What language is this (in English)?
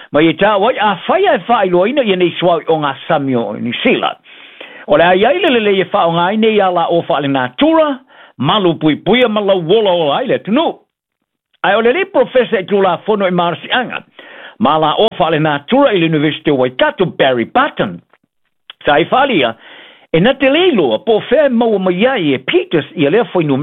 Samoan